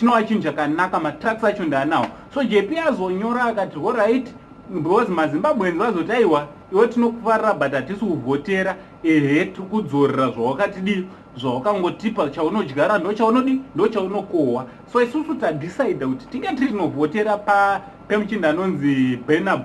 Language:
Shona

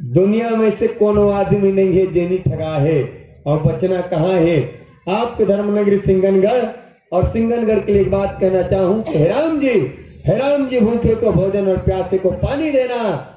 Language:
Chhattisgarhi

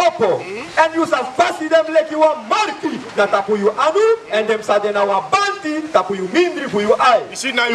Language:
Sranan Tongo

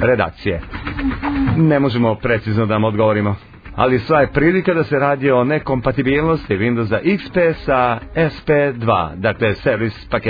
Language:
Serbian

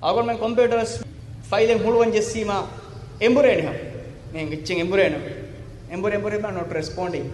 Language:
Divehi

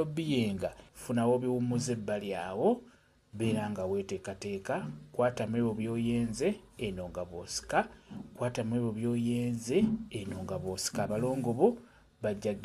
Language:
Ganda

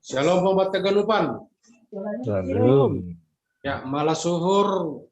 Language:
Batak Simalungun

